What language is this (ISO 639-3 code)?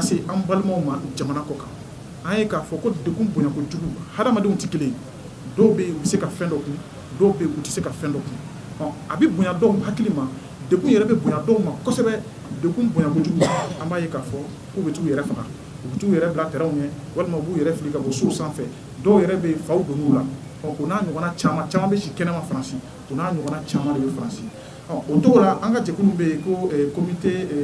bam